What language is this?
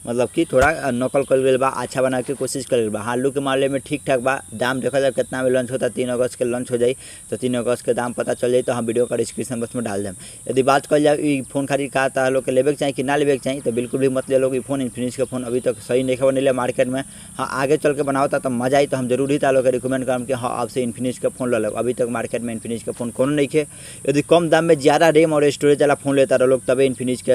Bhojpuri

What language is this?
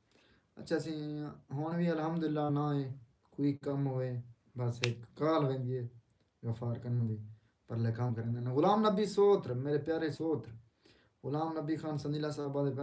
Saraiki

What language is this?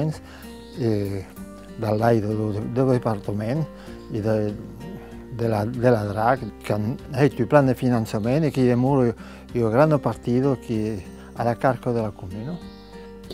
Occitan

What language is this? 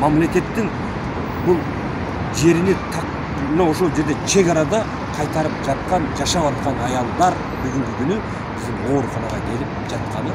Kyrgyz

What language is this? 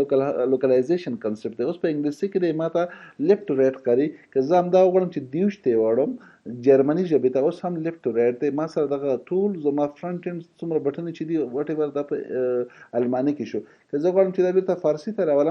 Pashto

